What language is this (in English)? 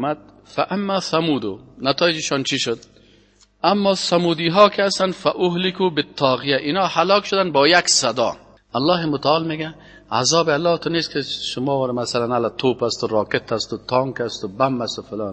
Persian